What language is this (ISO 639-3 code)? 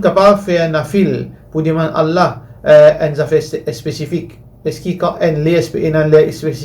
mfe